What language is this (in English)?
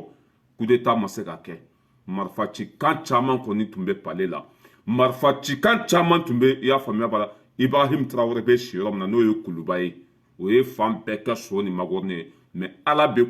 Bambara